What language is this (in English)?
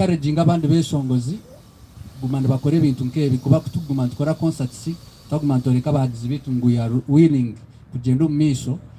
Nyankole